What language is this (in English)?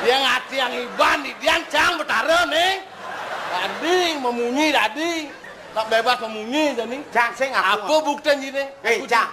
Balinese